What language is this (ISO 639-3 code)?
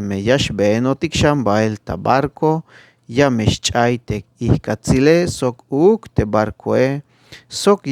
tzh